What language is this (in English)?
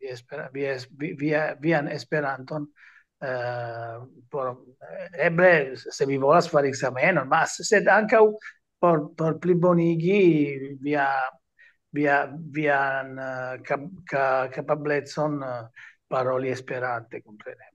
Esperanto